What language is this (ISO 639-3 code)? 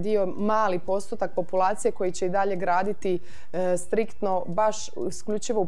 hrv